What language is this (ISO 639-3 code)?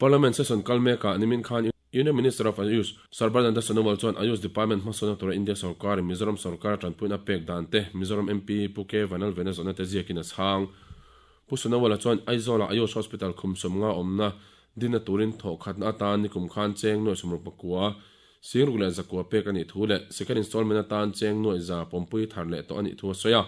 lus